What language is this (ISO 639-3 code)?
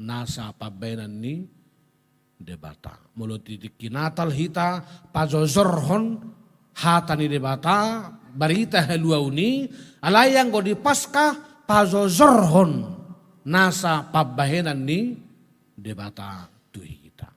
bbc